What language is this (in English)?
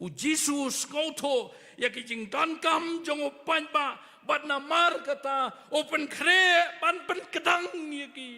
Khasi